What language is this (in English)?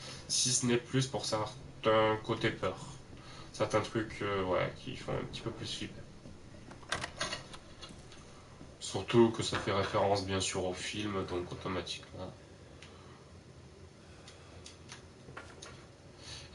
French